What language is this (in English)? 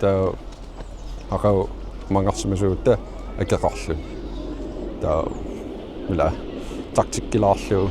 Kalaallisut